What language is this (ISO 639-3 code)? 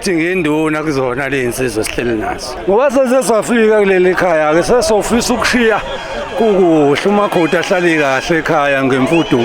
zul